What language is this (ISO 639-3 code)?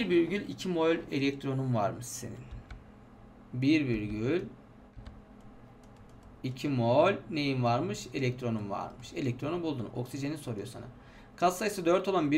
tur